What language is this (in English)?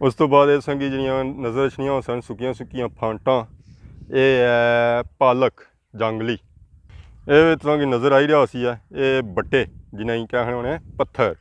Pahari-Potwari